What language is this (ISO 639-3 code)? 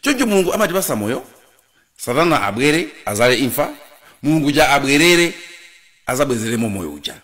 nya